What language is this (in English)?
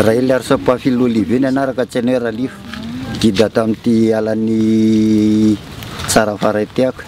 Malagasy